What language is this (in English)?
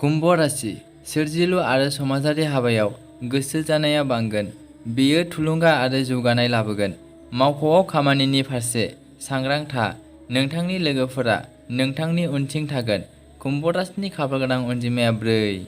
Bodo